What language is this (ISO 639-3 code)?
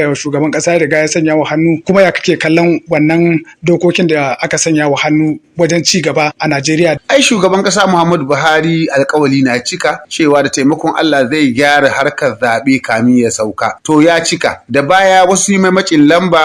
hau